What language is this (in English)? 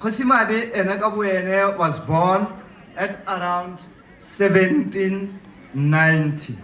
Tswana